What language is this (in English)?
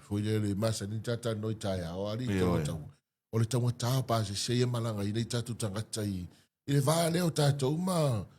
Samoan